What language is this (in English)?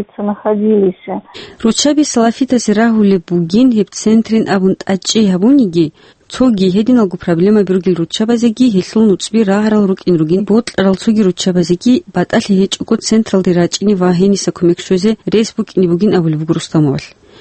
Avaric